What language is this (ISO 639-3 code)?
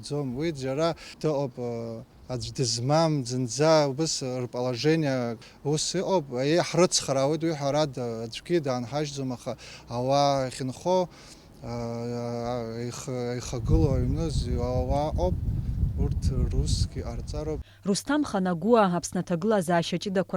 abk